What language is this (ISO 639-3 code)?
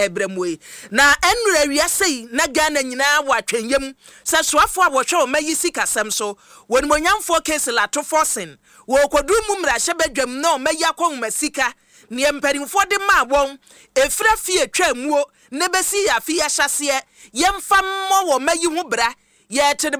aka